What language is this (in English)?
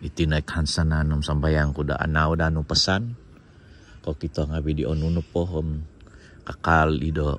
Central Dusun